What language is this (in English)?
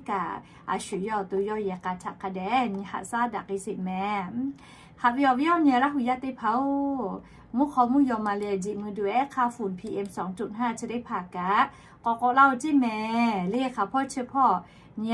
Lahu